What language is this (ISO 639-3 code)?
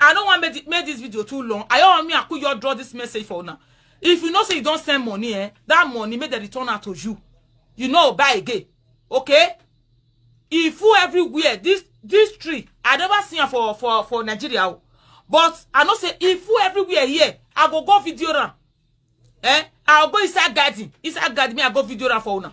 pcm